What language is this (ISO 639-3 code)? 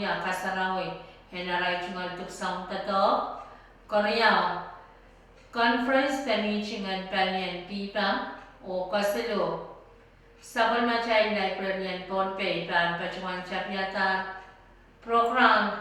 pon